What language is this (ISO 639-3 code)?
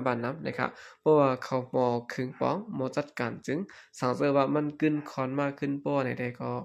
shn